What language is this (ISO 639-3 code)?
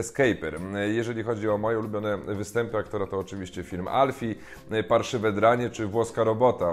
pol